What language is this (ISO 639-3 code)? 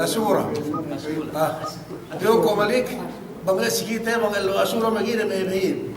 yka